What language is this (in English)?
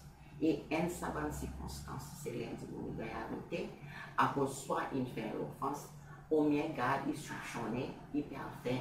Seselwa Creole French